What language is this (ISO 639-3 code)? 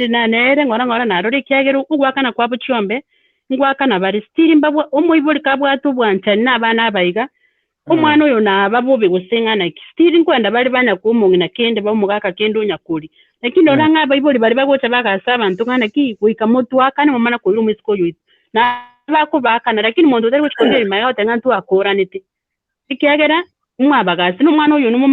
guz